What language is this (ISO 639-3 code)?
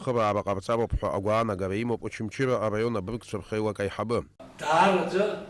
abk